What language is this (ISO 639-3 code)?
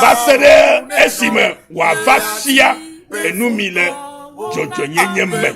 ewe